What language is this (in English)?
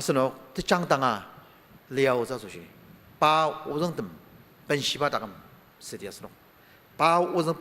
Ao Naga